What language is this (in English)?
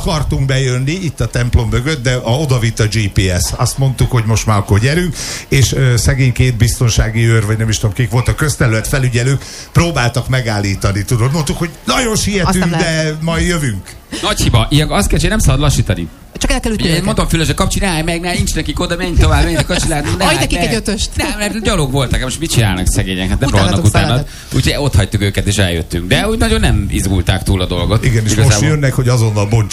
Hungarian